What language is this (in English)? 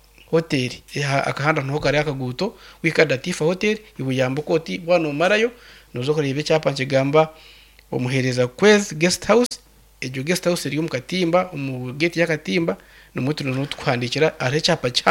Nyankole